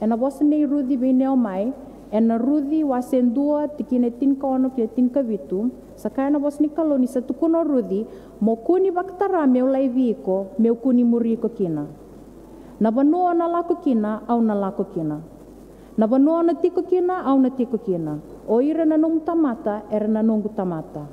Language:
Fijian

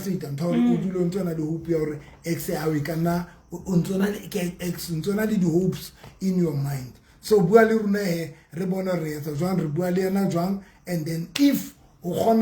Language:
Southern Sotho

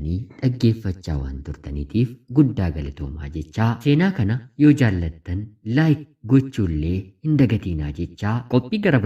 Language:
Oromo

